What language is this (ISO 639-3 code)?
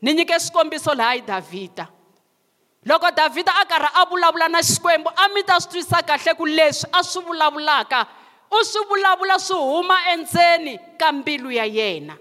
tso